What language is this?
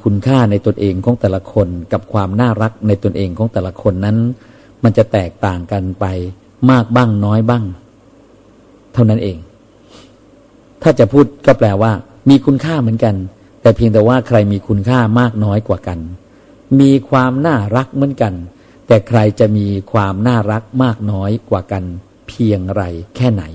Thai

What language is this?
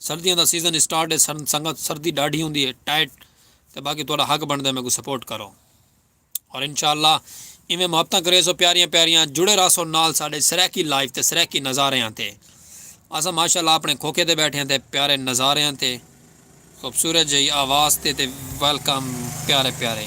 Saraiki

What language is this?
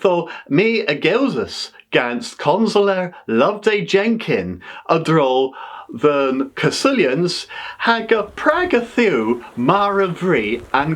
Cornish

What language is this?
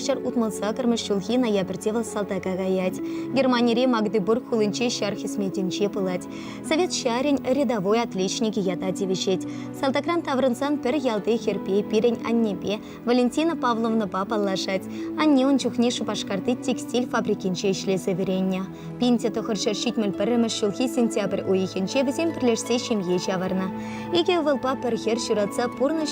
Chuvash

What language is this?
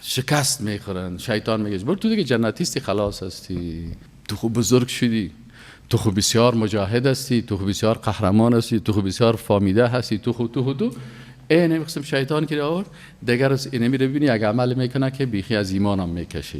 Persian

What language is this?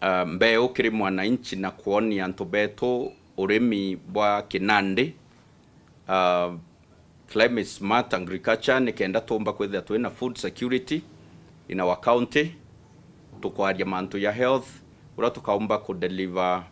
Meru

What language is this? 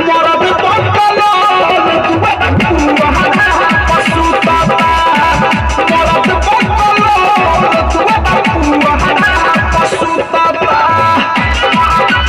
Bhojpuri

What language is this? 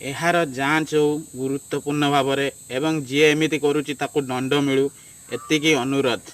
Odia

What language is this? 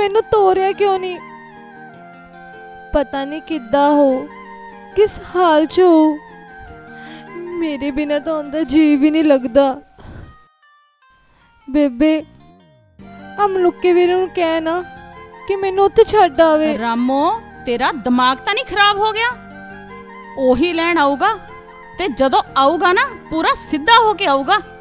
Punjabi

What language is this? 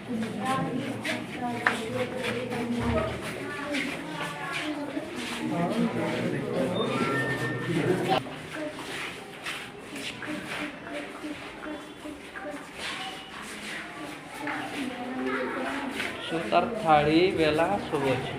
Santali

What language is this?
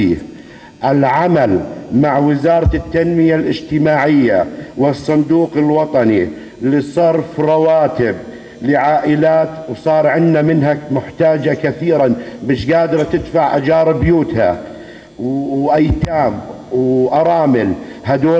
North Levantine Arabic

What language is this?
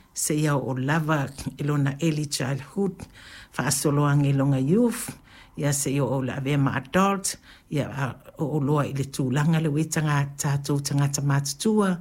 Samoan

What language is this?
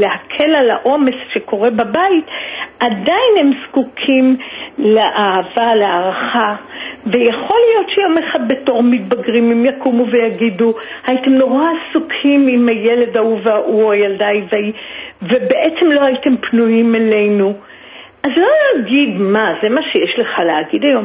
Hebrew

